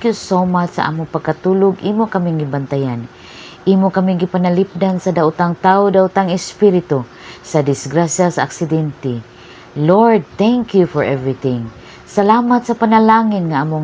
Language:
Cebuano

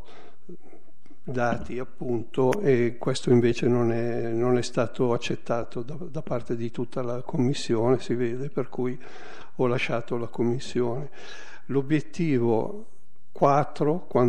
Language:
Italian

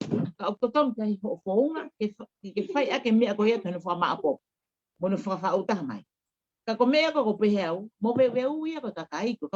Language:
Tongan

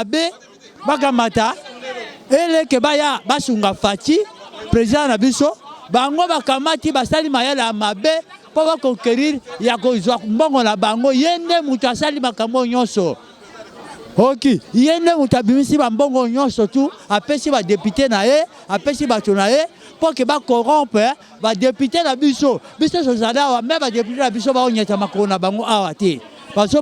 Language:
Lingala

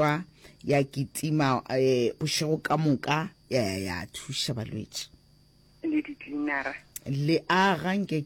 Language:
Northern Sotho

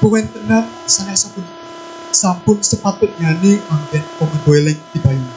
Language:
Balinese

